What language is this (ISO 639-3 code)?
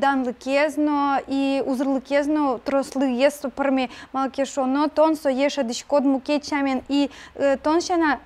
udm